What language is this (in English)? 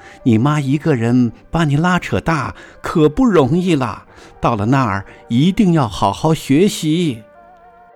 Chinese